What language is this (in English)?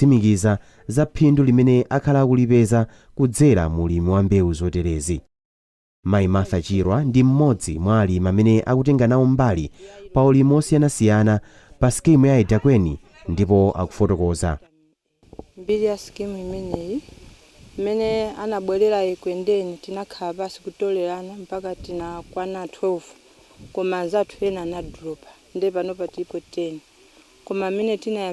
Nyanja